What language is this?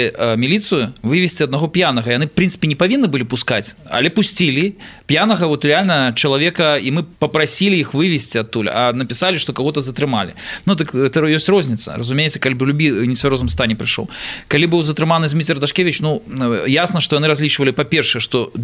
Belarusian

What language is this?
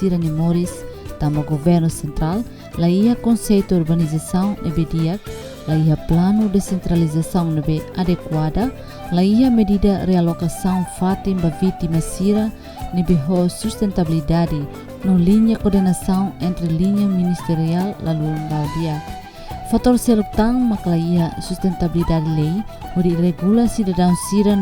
Tetum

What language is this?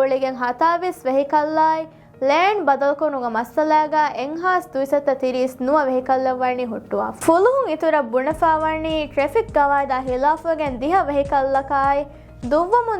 Divehi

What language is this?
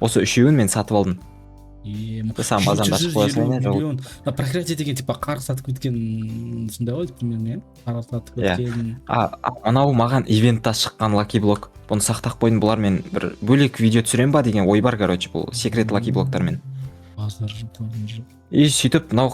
Kazakh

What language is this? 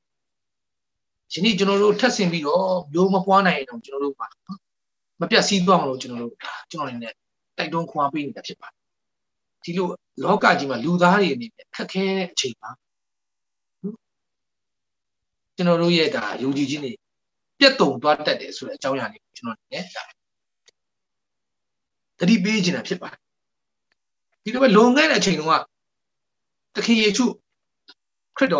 Burmese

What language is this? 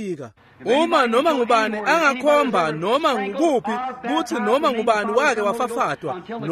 Swati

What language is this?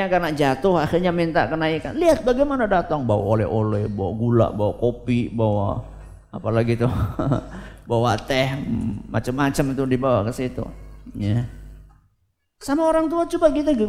Indonesian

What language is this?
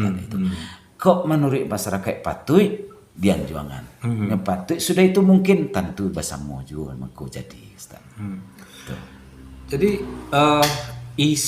Minangkabau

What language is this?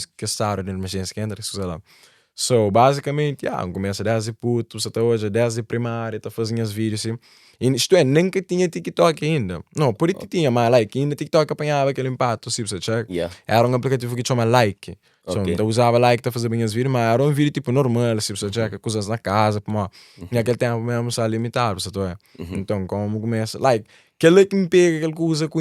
Kabuverdianu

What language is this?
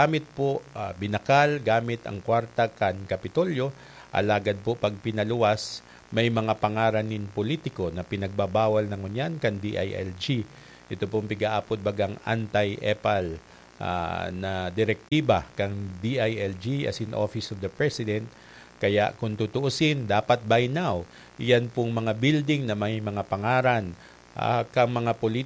Bikol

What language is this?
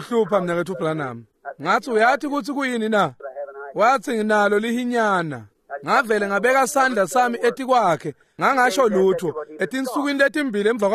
Swati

